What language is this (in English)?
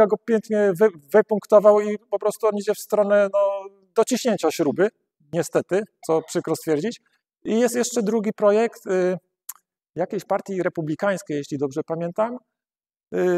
Polish